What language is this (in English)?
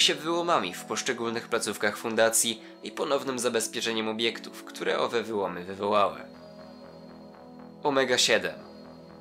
Polish